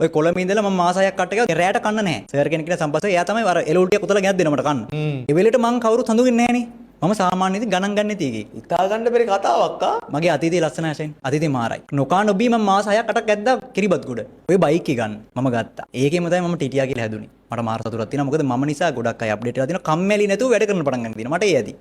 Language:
Sinhala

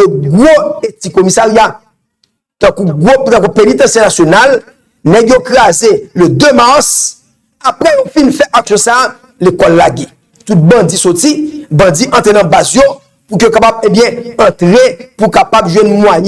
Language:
Haitian Creole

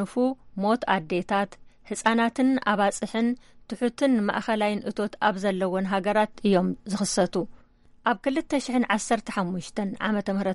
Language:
Tigrinya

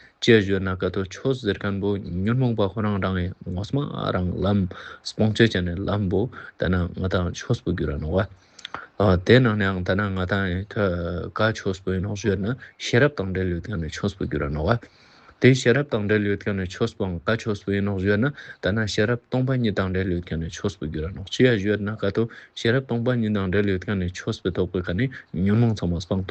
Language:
Ladakhi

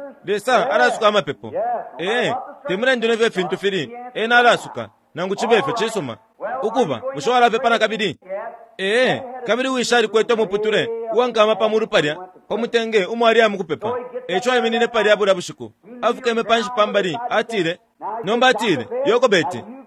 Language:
Bemba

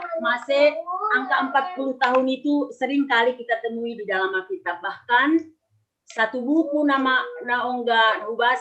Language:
Batak Simalungun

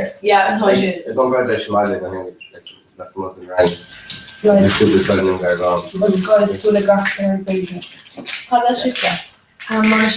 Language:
Irish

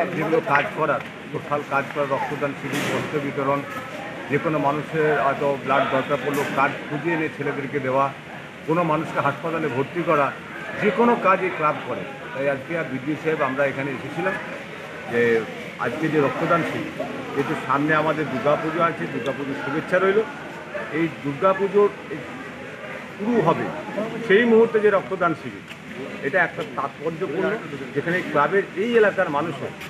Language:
Bangla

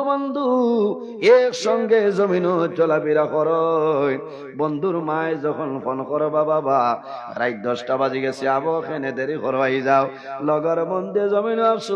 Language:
Sylheti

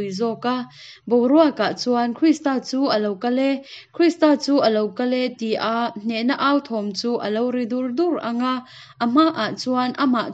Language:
Hakha Chin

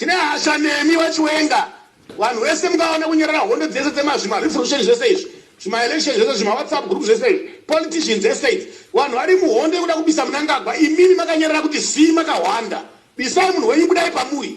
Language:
Shona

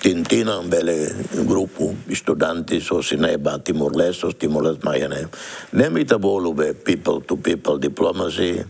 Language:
Tetum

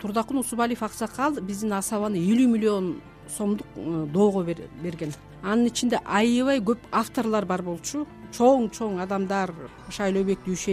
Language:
Kyrgyz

